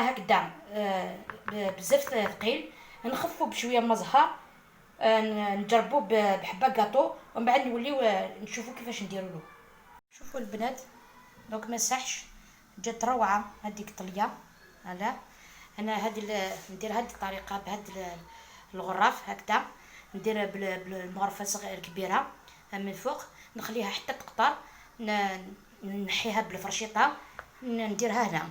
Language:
Algerian Arabic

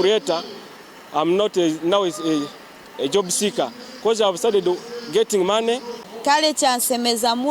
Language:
Nyankole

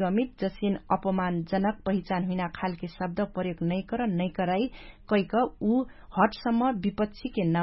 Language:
Dangaura Tharu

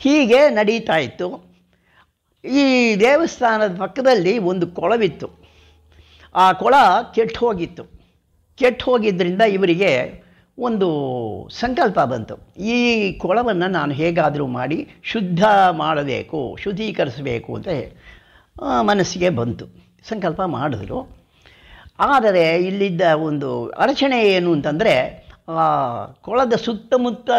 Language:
Kannada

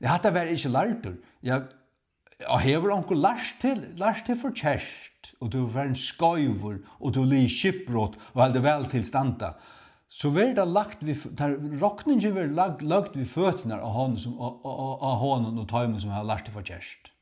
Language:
Faroese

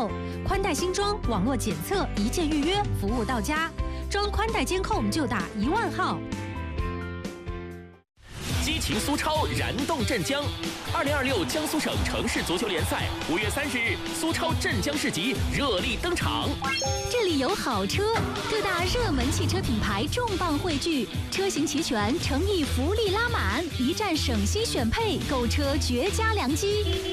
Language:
Chinese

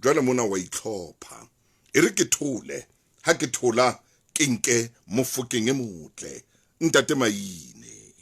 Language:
Southern Sotho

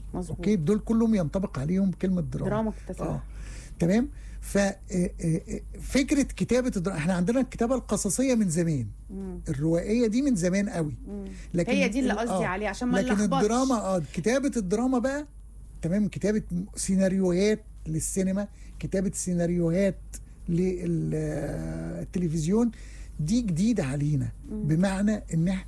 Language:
Egyptian Arabic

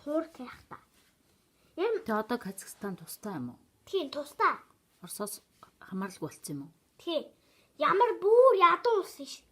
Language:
Mongolian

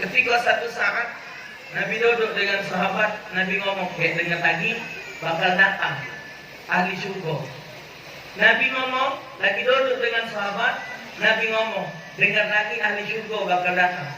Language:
Musi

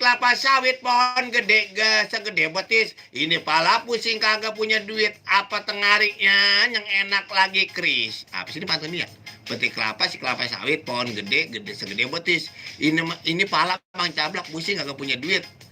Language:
Betawi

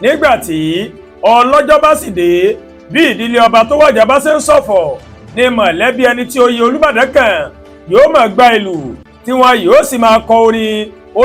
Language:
Yoruba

